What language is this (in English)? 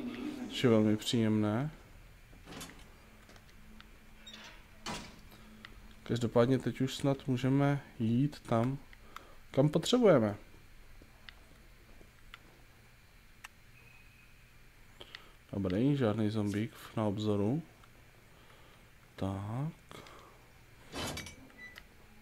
Czech